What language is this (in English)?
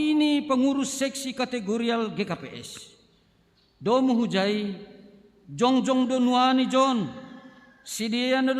Batak Simalungun